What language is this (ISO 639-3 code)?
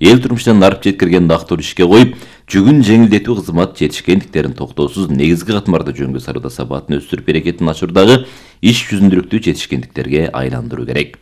kir